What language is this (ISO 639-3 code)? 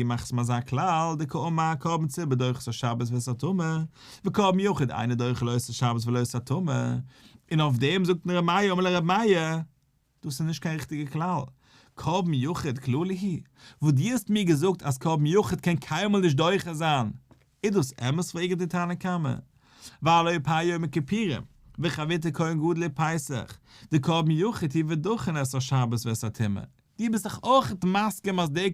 yid